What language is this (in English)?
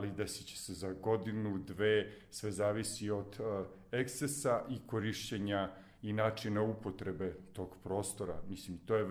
Serbian